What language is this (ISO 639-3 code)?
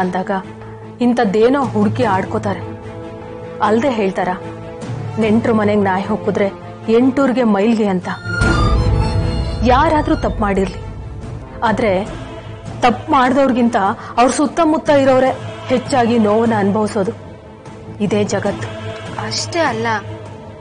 kan